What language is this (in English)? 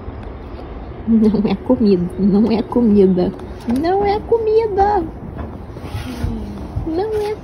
Portuguese